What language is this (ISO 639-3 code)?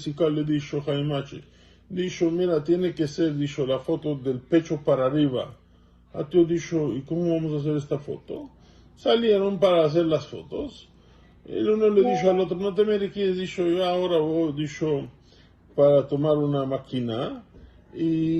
lad